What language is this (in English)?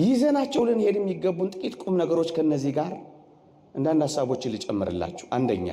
Amharic